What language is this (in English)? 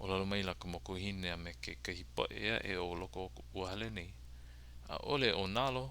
Hawaiian